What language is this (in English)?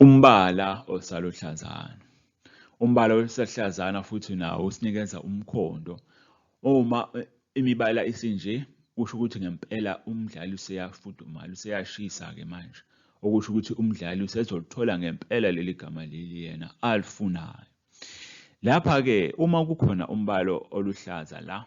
Zulu